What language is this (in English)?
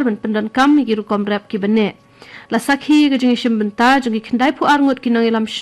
Khasi